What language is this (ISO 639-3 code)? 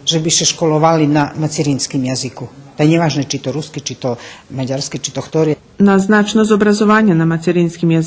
rue